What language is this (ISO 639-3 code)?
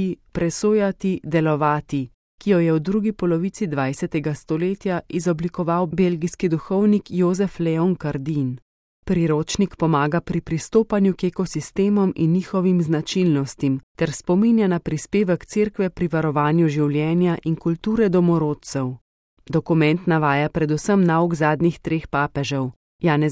slv